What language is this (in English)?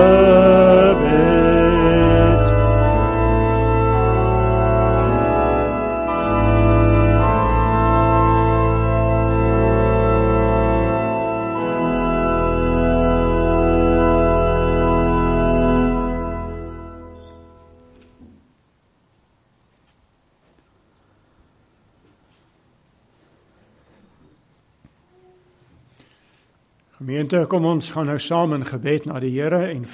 Afrikaans